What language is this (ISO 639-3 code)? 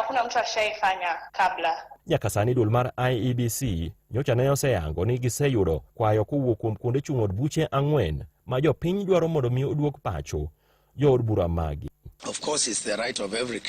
luo